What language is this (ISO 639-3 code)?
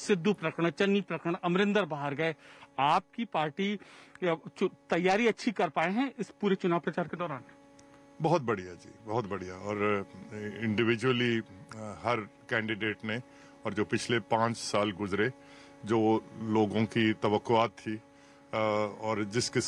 hin